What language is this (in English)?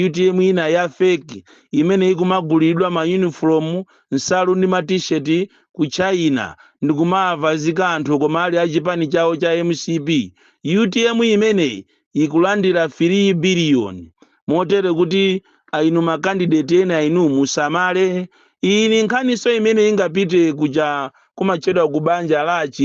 Nyanja